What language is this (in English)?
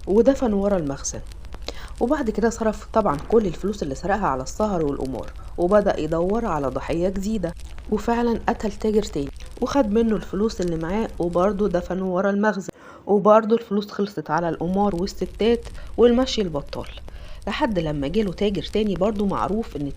Egyptian Arabic